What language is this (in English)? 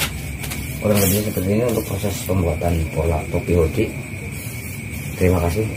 Indonesian